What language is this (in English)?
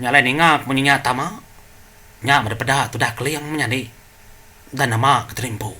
Iban